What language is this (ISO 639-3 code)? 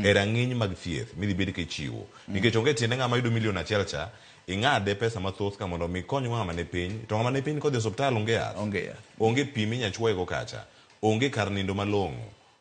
luo